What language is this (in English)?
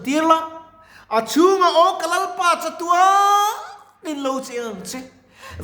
Mizo